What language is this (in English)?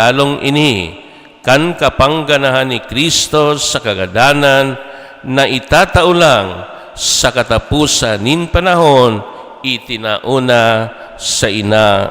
Bikol